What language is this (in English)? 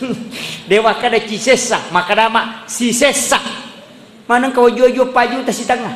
Buginese